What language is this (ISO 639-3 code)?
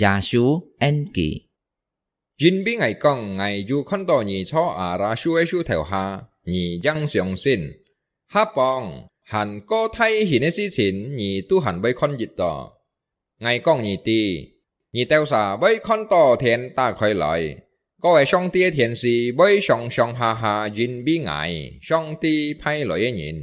hak